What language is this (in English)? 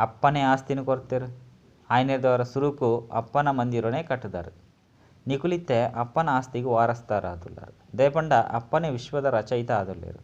Tulu